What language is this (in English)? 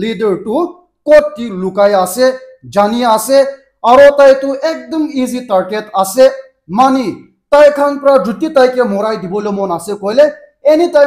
Naga Pidgin